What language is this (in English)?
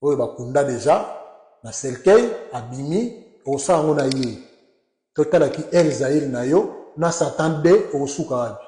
Lingala